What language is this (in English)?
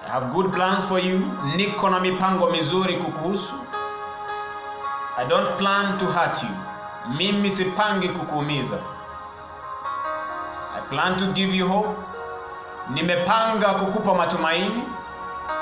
Swahili